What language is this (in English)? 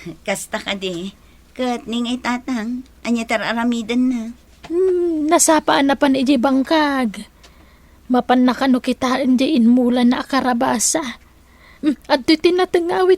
Iloko